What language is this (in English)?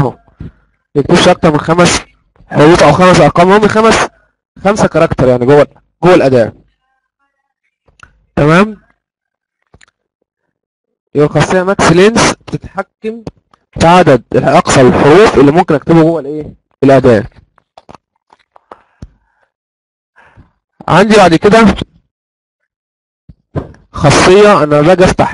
Egyptian Arabic